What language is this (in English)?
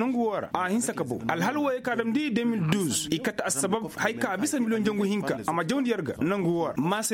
Koyraboro Senni